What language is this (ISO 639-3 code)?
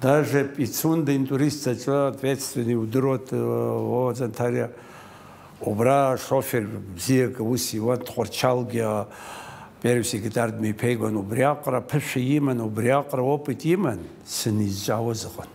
abk